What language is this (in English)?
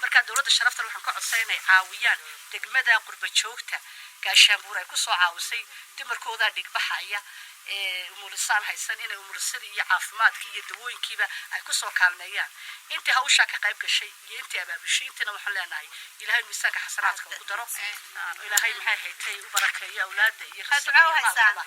Somali